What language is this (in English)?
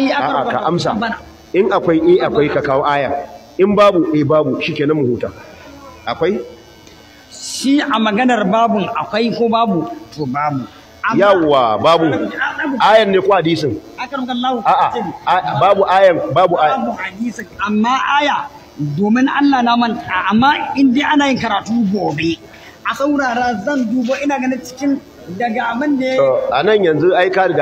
Hausa